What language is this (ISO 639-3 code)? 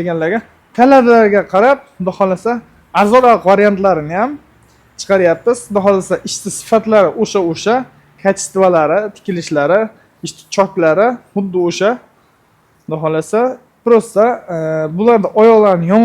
uzb